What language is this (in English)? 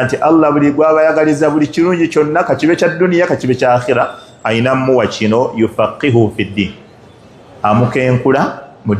Ganda